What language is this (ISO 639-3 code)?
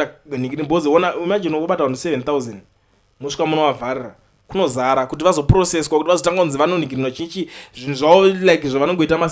sna